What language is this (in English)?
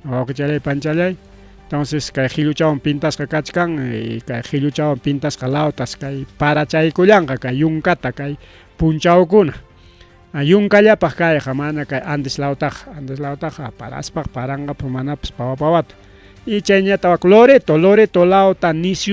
Ayacucho Quechua